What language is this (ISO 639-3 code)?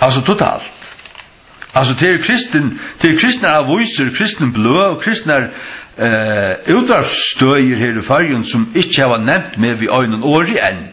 fao